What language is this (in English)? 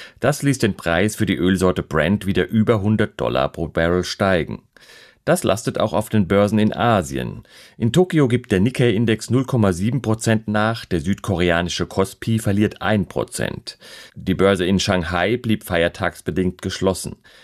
German